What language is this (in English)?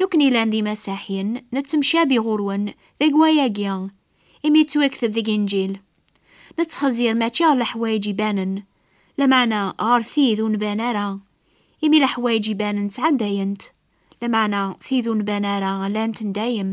Kabyle